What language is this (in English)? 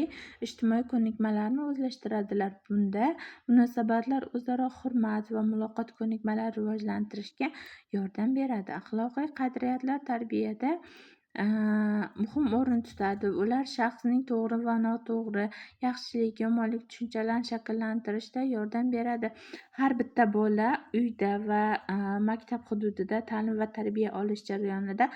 Uzbek